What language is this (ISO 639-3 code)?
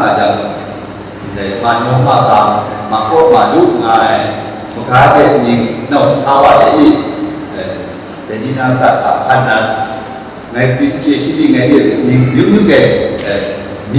kac